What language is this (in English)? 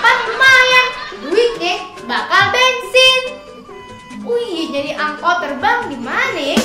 Betawi